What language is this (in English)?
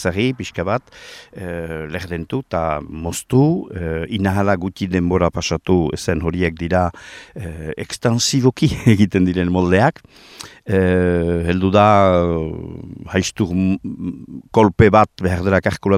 Basque